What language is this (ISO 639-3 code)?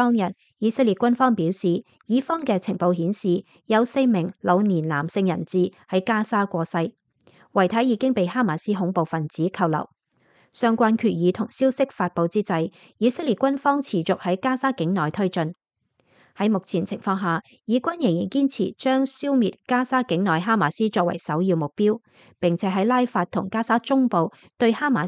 yue